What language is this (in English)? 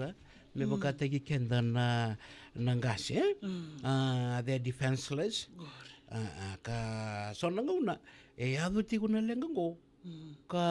Fijian